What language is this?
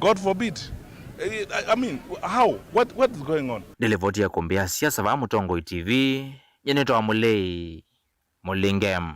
Kamba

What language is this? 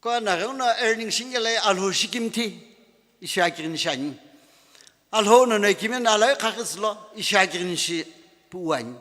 Sumi Naga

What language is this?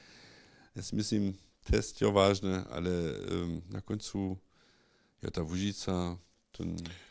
Upper Sorbian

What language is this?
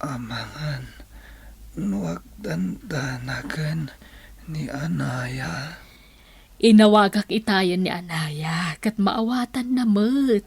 Iloko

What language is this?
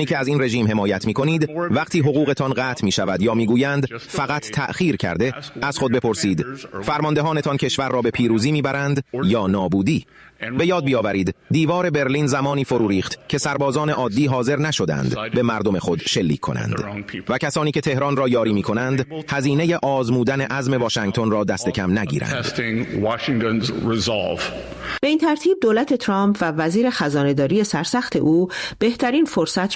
Persian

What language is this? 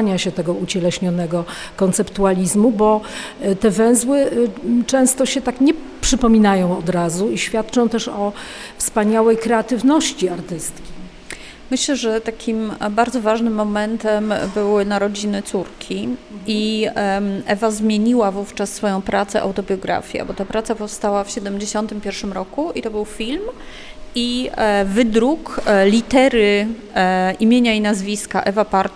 Polish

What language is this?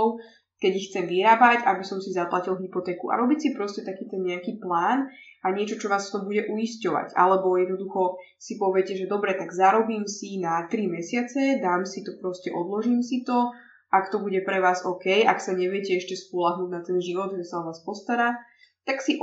Slovak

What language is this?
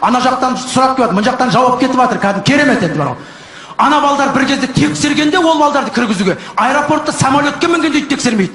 Kazakh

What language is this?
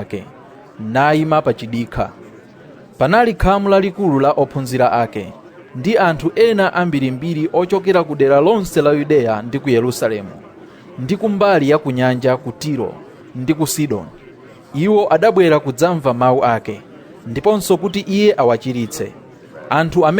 Nyanja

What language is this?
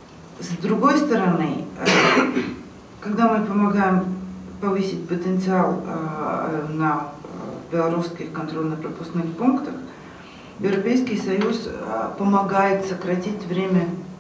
Russian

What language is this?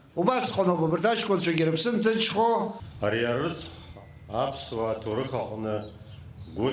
Abkhazian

